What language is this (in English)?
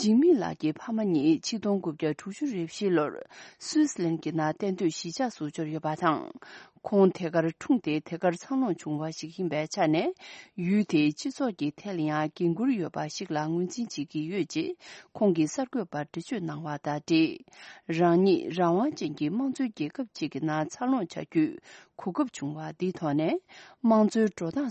Tibetan